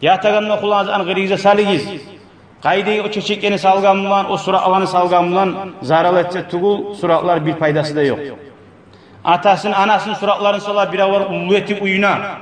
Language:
Kumyk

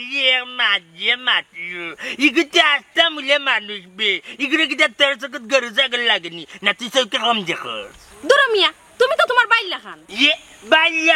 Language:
Sylheti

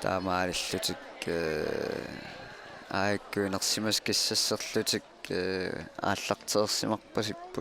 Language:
Kalaallisut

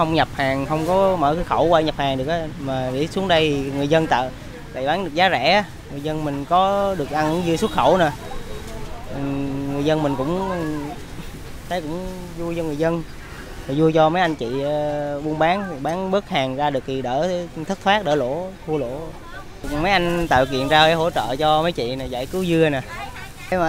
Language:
Vietnamese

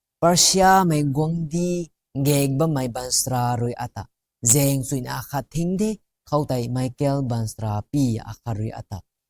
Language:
Rongmei Naga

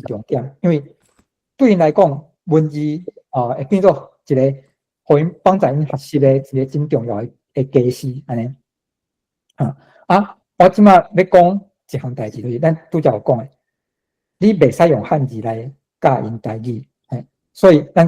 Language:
Min Nan Chinese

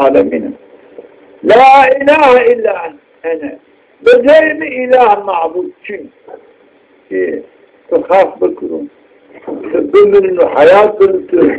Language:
Zaza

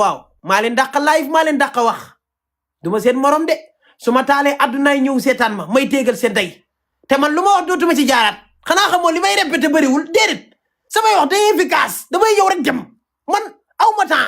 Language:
Wolof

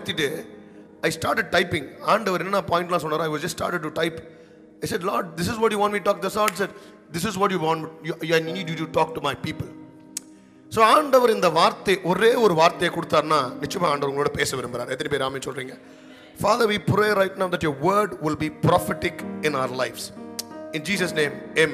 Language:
Tamil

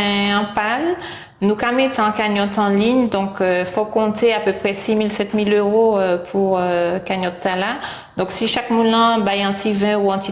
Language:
Guadeloupean Creole French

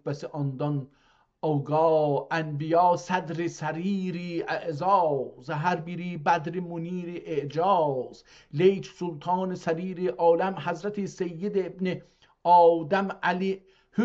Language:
South Azerbaijani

